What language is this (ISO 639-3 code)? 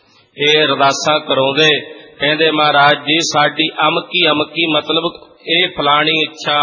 pan